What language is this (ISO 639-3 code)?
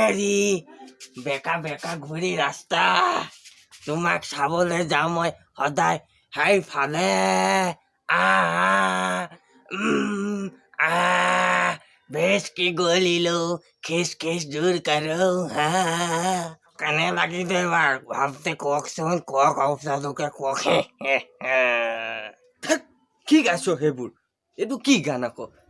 asm